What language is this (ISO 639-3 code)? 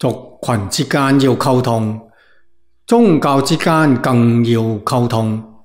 yue